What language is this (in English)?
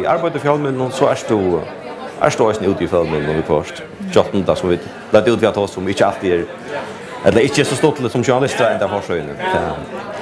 Faroese